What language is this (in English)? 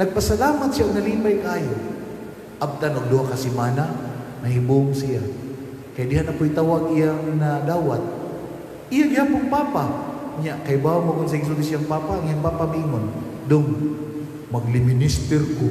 Cebuano